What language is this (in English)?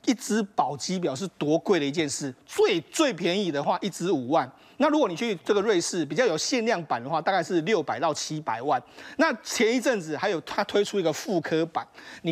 Chinese